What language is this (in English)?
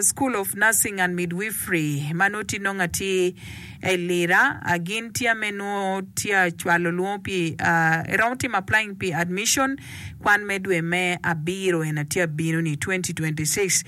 Acoli